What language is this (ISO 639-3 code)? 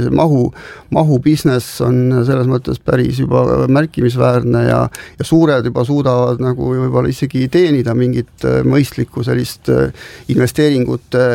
est